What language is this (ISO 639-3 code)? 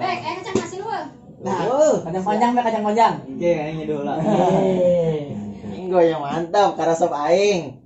sun